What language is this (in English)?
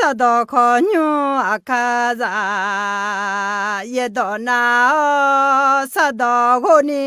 Akha